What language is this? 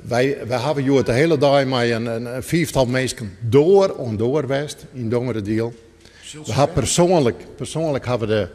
Western Frisian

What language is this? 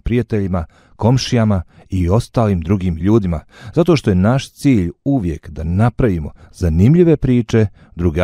Bosnian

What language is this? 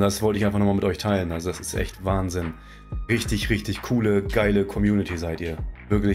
German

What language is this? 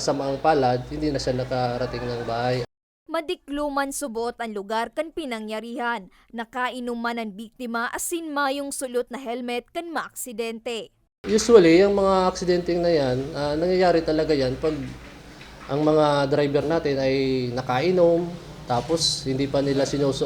Bikol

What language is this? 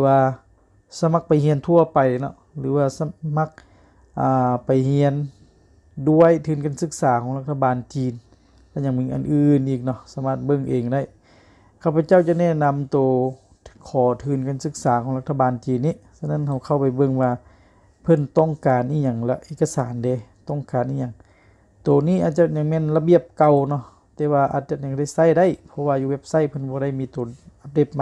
Lao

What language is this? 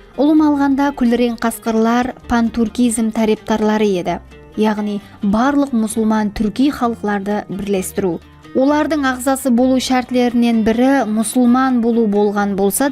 Kara-Kalpak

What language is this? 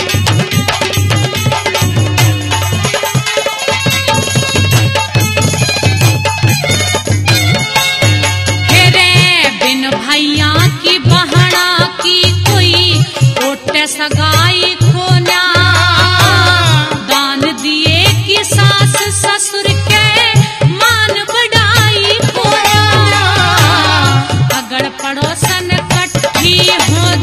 Haryanvi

